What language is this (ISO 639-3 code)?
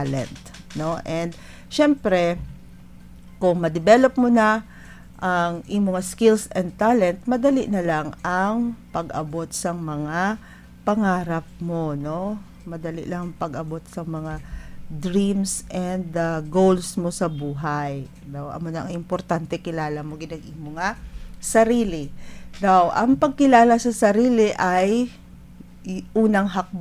hil